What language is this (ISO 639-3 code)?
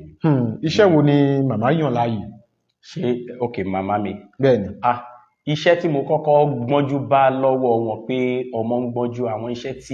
yor